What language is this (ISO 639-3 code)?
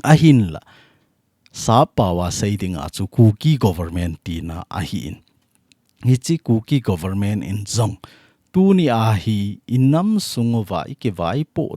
tcz